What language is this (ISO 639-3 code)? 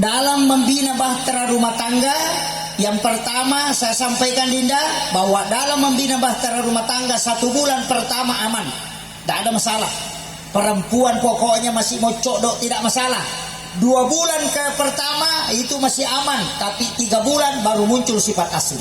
bug